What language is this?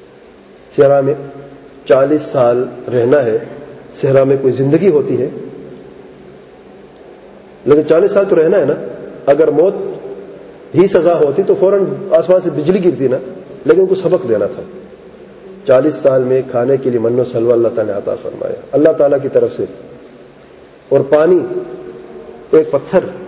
Urdu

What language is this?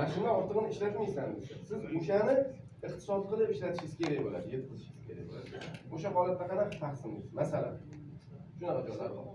Uzbek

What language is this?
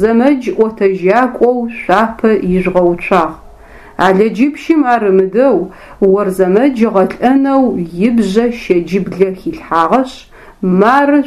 Adyghe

